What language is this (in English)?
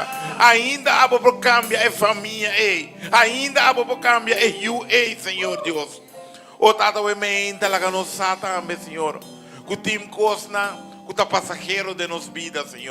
Papiamento